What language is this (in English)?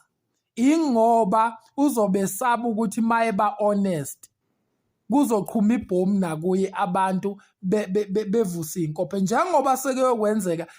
Zulu